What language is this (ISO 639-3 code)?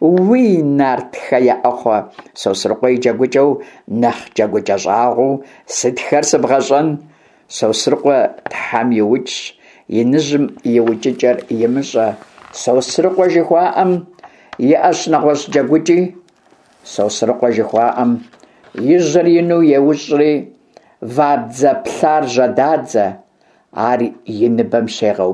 kbd